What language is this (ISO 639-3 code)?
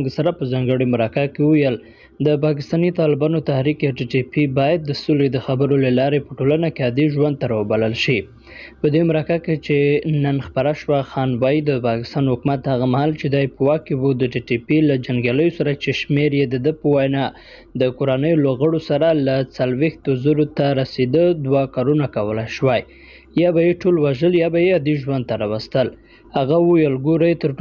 pus